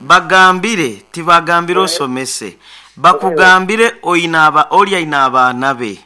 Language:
Nyankole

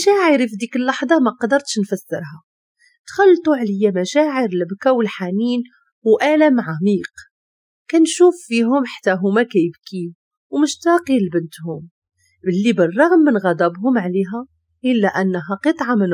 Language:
Moroccan Arabic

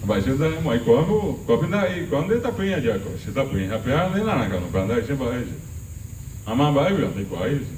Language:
Guarani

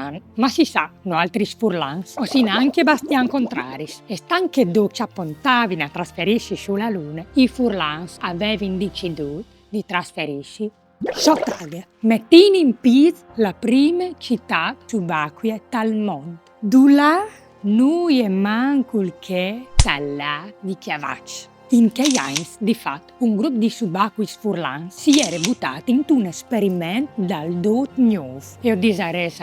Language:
Friulian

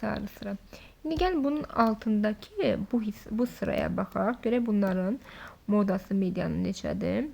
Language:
Azerbaijani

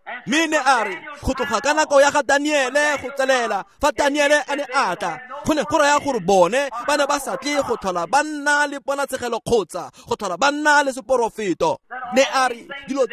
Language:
Tswana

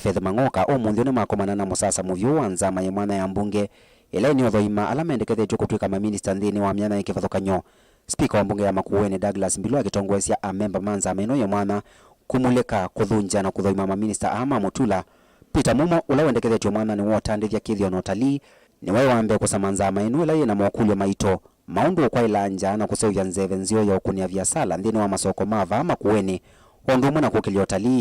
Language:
Kamba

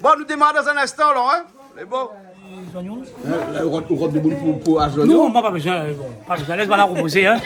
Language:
Réunion Creole French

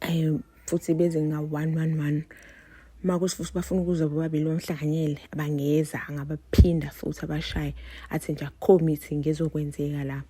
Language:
Zulu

